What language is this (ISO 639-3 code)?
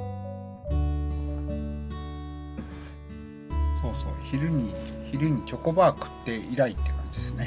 jpn